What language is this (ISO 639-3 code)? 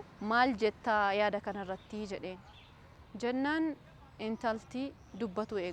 orm